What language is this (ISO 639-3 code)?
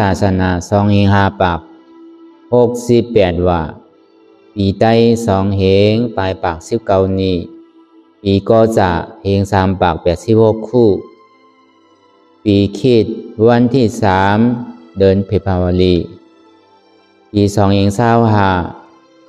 shn